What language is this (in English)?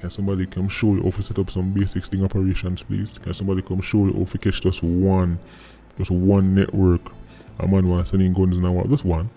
Jamaican Creole English